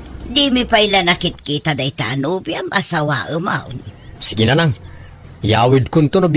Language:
Iloko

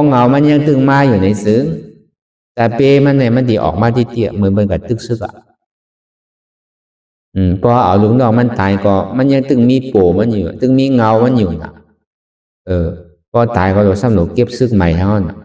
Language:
Shan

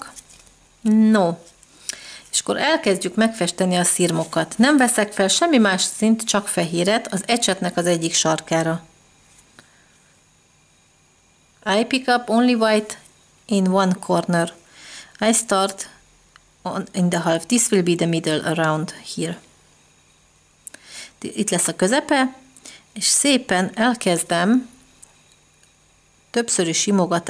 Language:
Hungarian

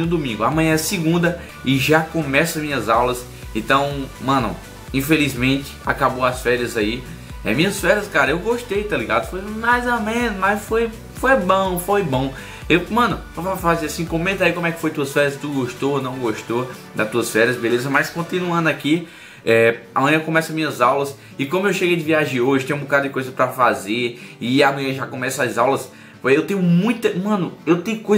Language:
Portuguese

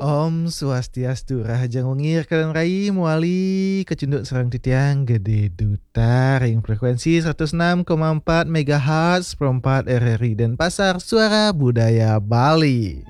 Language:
Balinese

